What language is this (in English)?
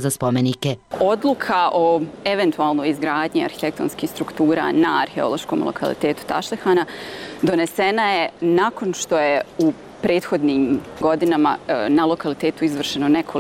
Bosnian